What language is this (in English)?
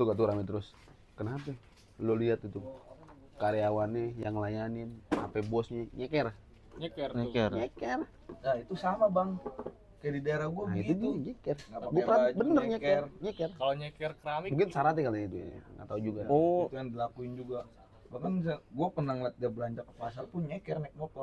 Betawi